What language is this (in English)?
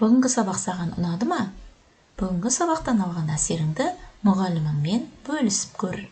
Kazakh